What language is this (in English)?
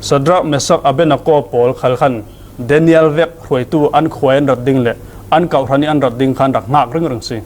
Falam Chin